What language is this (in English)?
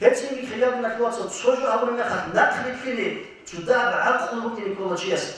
Avaric